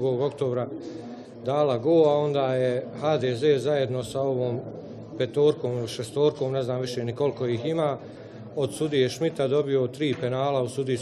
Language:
Bosnian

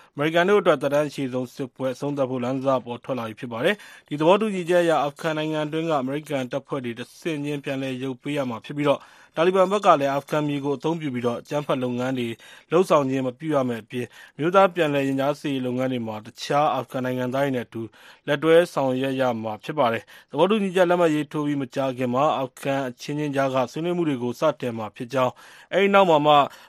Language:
Burmese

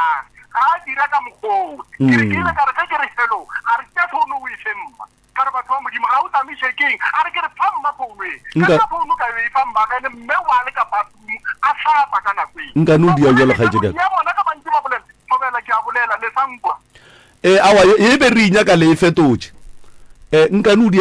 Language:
Northern Sotho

